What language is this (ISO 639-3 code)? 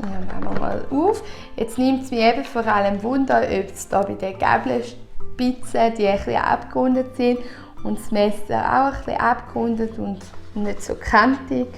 gsw